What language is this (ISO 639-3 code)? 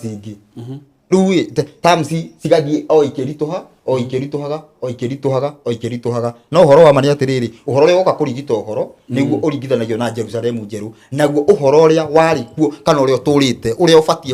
kik